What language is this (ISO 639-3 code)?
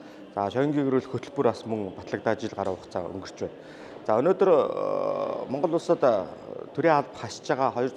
mon